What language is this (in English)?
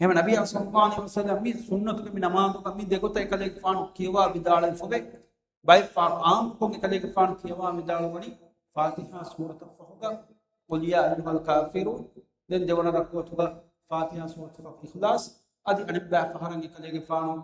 Divehi